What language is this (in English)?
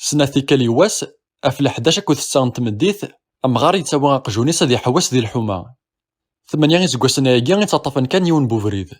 Kabyle